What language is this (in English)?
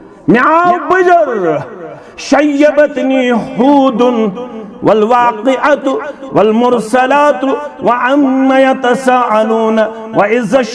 Kashmiri